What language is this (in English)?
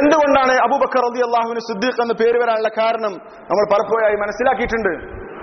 Malayalam